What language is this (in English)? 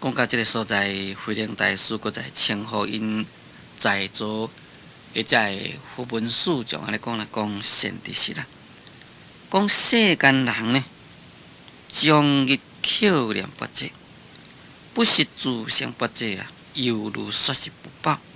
Min Nan Chinese